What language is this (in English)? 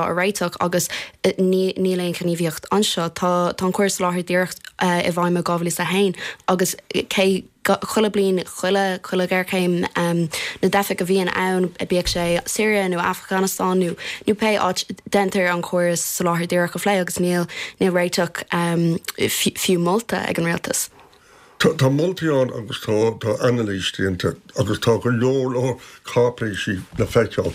Irish